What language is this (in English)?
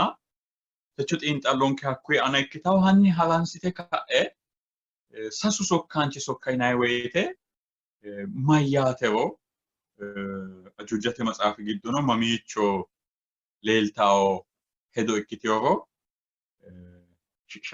Sidamo